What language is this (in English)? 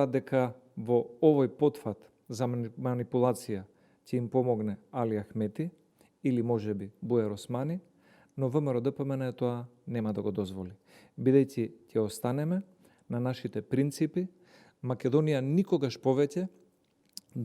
Macedonian